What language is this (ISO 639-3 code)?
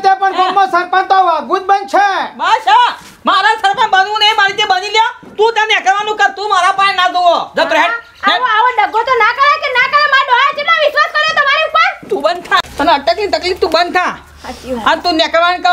guj